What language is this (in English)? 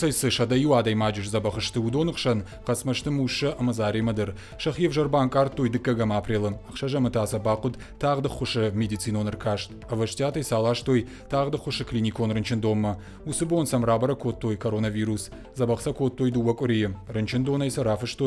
Ossetic